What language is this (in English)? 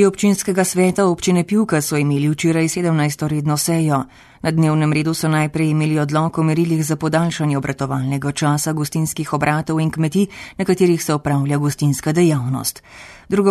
Slovenian